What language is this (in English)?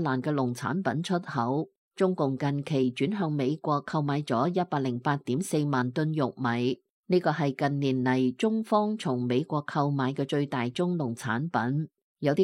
Cantonese